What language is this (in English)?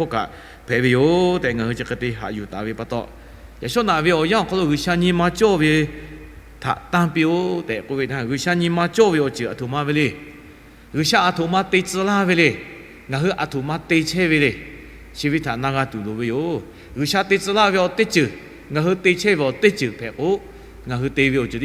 Lahu